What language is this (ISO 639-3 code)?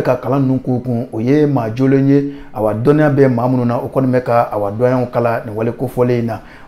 bam